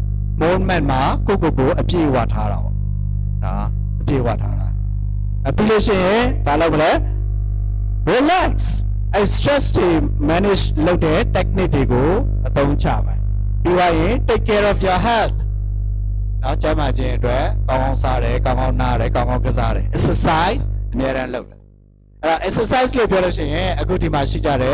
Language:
Burmese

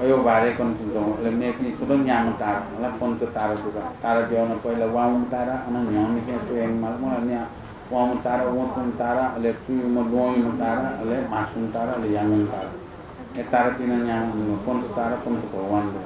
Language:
Newari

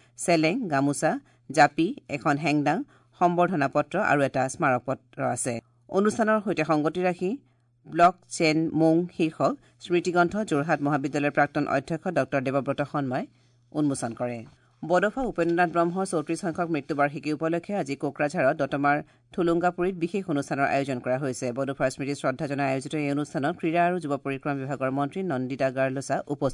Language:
Assamese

